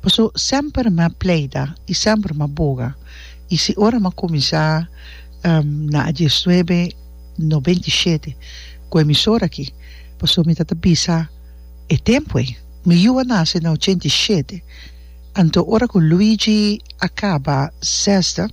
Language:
Papiamento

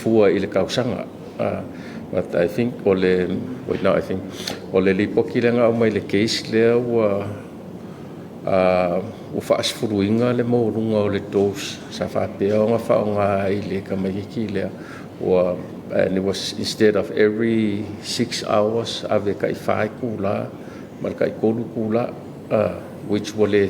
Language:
Samoan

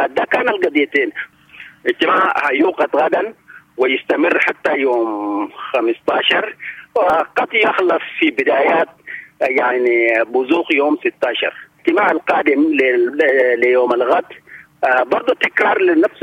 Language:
Sudanese Arabic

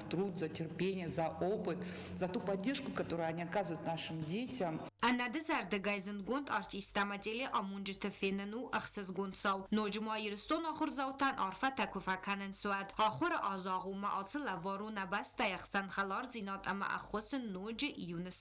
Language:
Ossetic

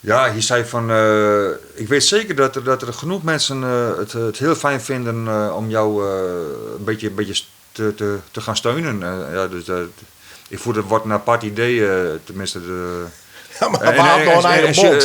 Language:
Western Frisian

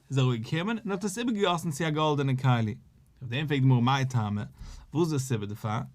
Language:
Yiddish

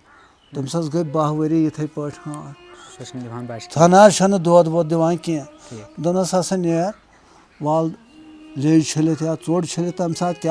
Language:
Kashmiri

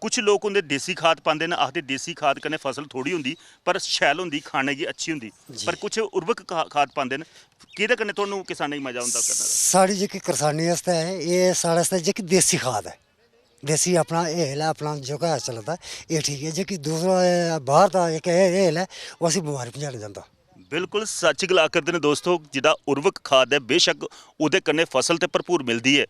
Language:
Dogri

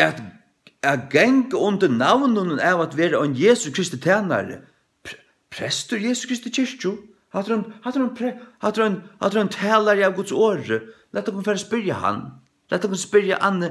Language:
Faroese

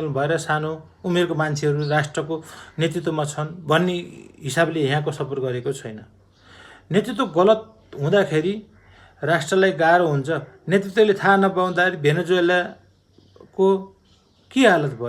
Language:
Nepali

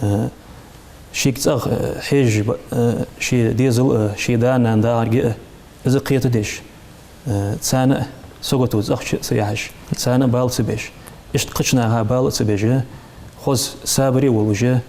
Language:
Ingush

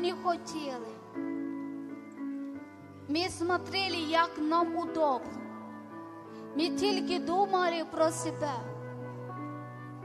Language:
Ukrainian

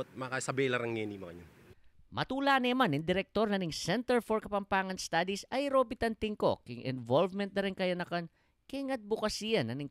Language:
Pampanga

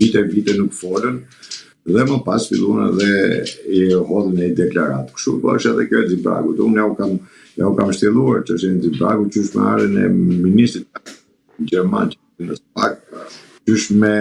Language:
Albanian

